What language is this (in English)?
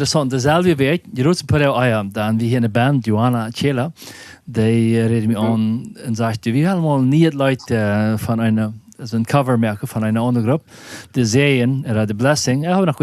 Plautdietsch